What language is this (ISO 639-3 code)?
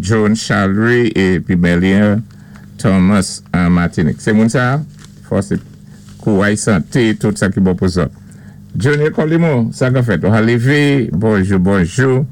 acf